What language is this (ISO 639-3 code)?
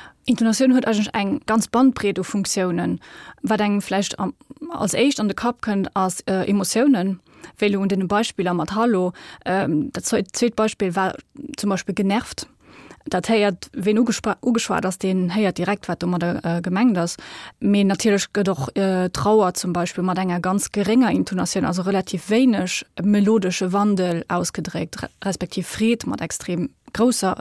ltz